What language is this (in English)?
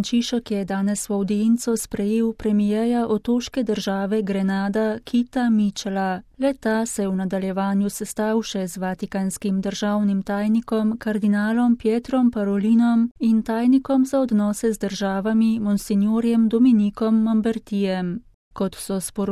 Slovenian